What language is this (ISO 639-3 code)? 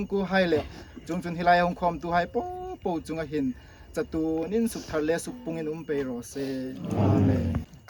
hmr